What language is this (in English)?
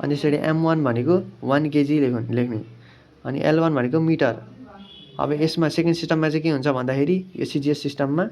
Nepali